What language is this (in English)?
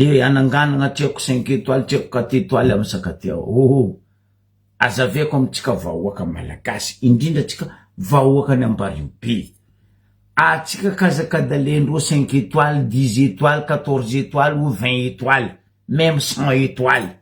Malagasy